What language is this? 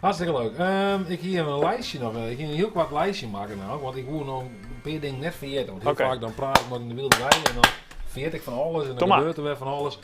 Western Frisian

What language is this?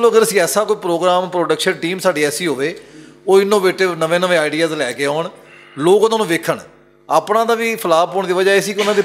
Western Panjabi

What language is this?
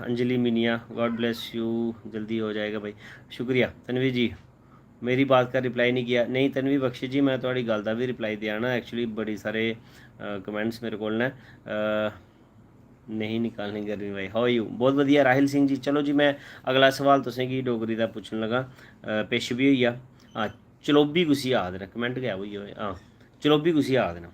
Dogri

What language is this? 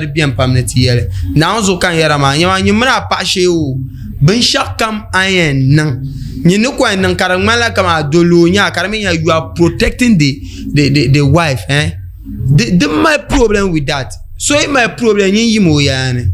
Dagbani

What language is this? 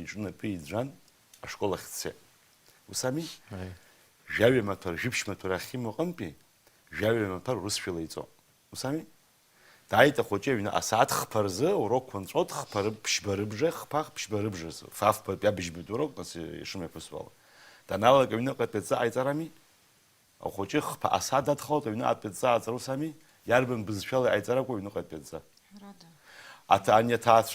Abkhazian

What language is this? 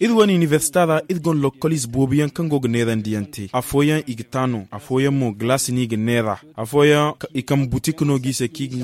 Zarma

